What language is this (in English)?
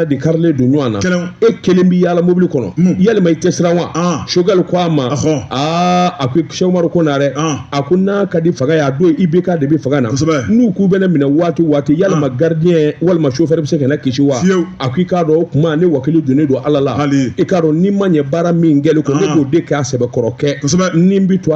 Bambara